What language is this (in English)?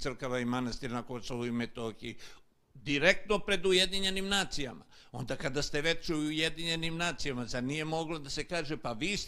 Serbian